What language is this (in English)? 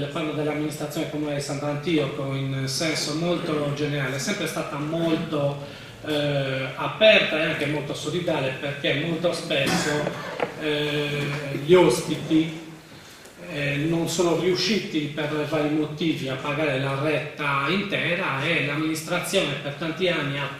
Italian